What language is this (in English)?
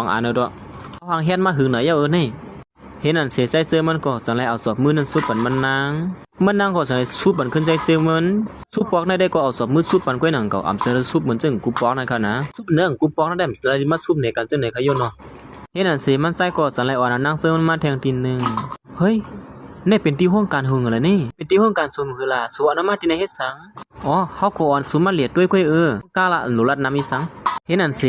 Shan